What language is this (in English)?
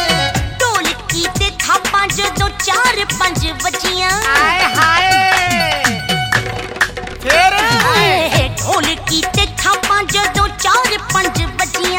Punjabi